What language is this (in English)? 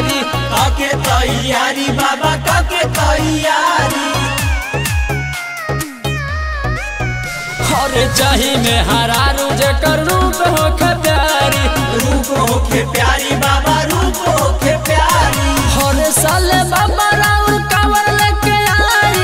Bhojpuri